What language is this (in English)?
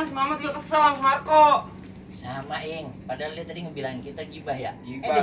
Betawi